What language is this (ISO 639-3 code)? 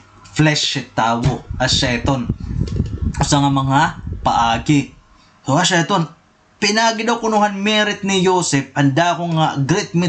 war